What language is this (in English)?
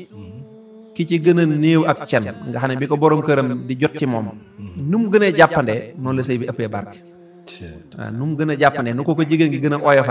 Wolof